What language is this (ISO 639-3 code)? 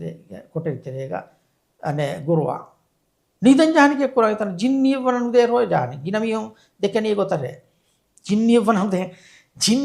div